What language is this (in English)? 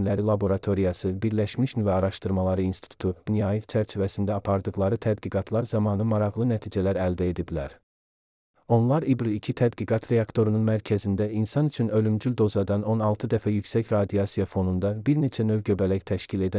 Azerbaijani